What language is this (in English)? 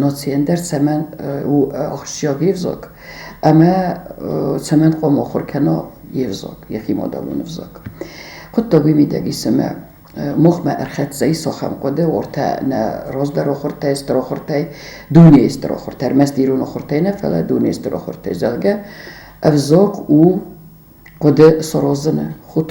Ossetic